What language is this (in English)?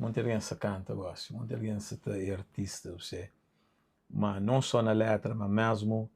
Kabuverdianu